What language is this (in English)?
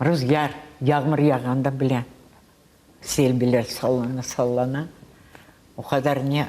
Crimean Tatar